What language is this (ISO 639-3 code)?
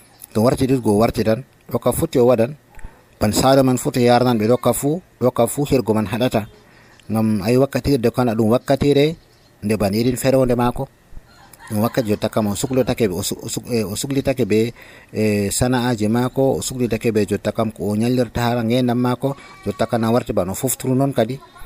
fuv